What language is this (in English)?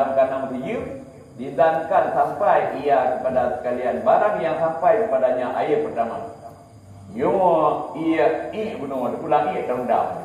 Achinese